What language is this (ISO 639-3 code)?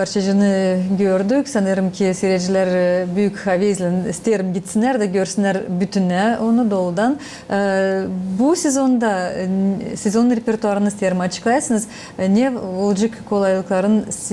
gag